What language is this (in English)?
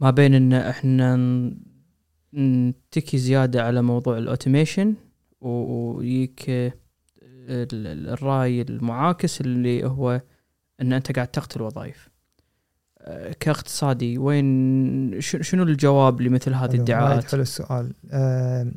Gulf Arabic